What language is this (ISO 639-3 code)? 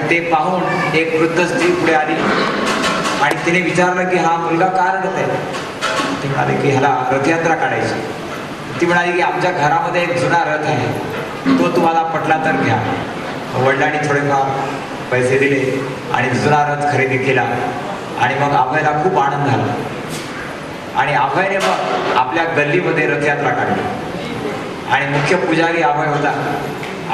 mar